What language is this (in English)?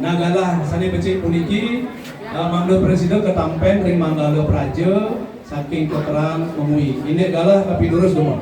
Balinese